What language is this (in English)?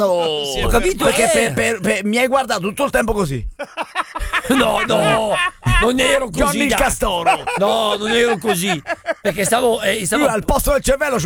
Italian